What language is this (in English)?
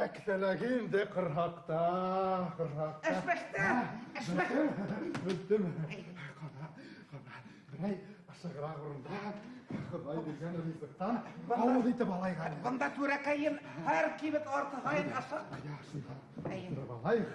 Bashkir